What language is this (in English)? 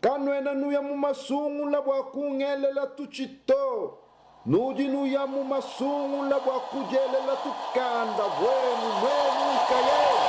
Luba-Lulua